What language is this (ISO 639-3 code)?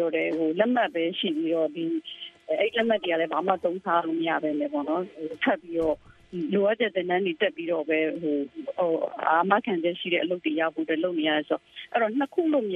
mya